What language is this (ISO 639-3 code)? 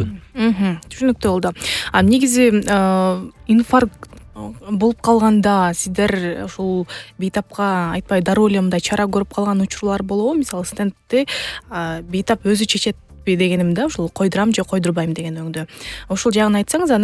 kir